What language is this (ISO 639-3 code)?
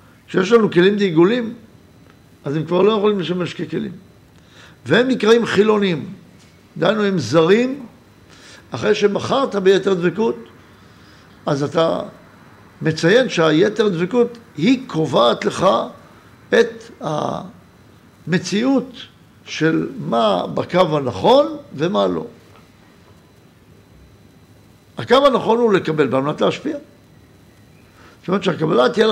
heb